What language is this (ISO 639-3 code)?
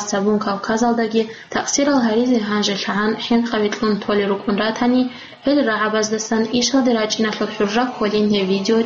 ava